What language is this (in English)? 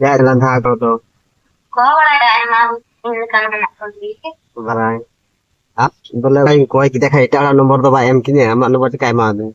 Santali